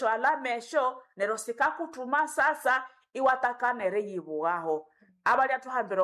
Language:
Nande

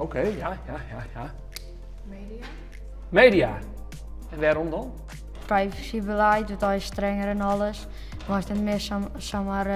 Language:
Western Frisian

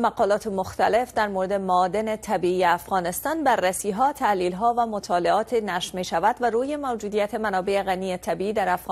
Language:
Persian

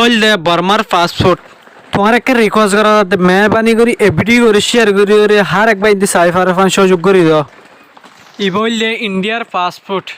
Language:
Rohingya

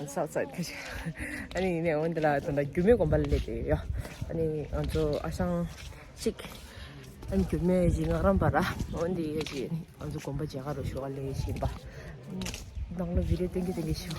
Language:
Tibetan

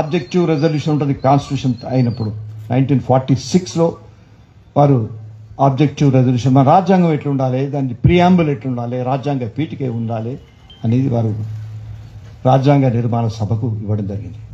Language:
Telugu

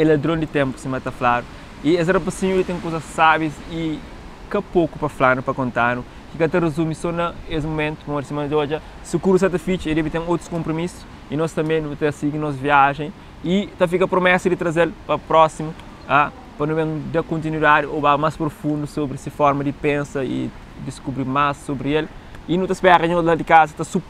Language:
Kabuverdianu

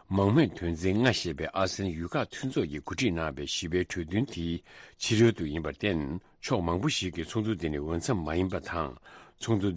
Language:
Tibetan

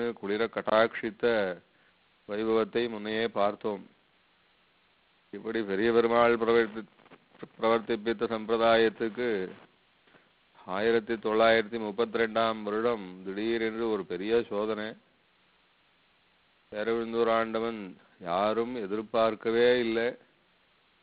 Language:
Tamil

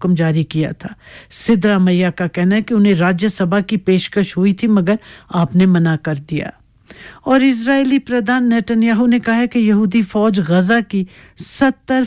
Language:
Urdu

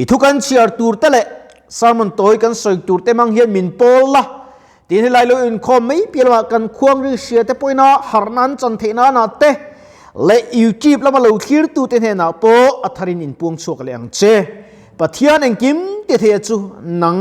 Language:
Mizo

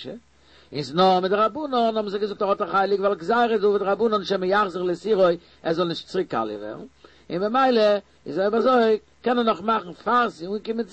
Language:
Yiddish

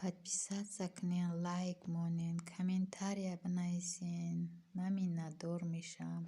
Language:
Tajik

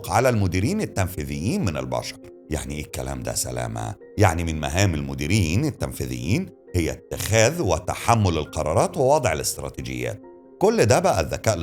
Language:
Egyptian Arabic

